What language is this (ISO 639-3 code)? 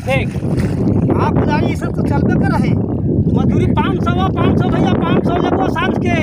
mag